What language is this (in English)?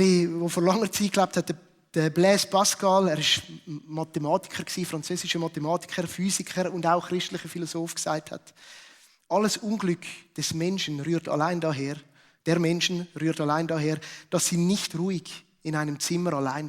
Swiss German